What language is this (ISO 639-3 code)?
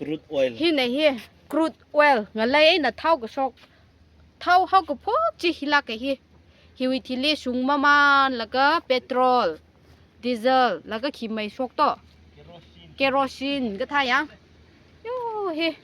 nmf